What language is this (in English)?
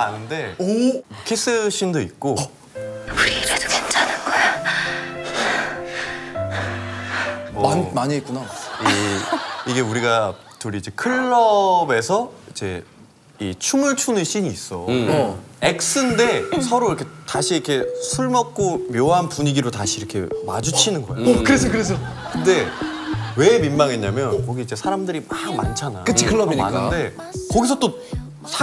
Korean